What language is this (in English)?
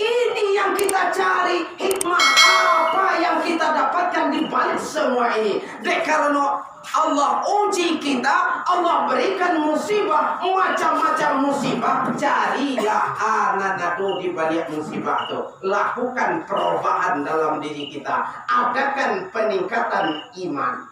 Minangkabau